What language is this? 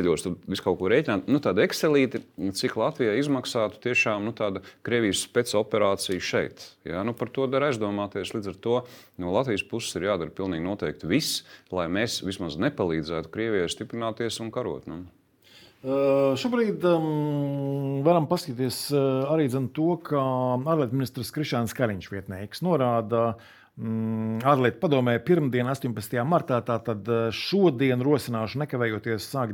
Latvian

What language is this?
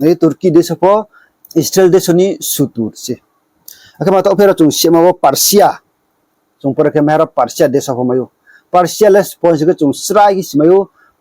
Riang (India)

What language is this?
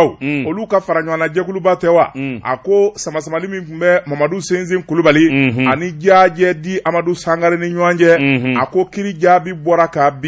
Bambara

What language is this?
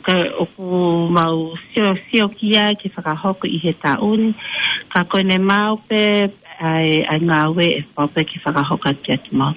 Tongan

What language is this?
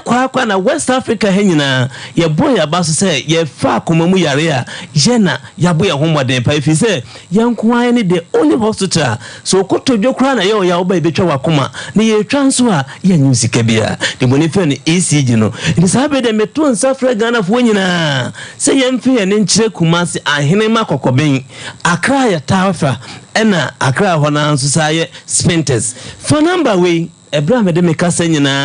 Akan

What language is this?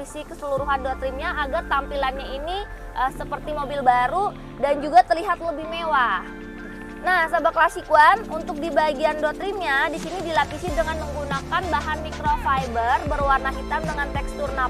Indonesian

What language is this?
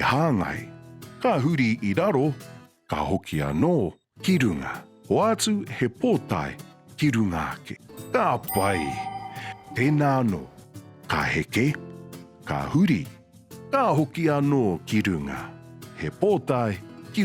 Māori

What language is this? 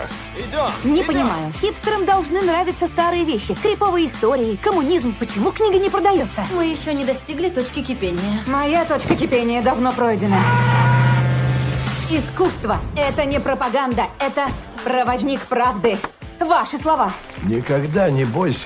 Russian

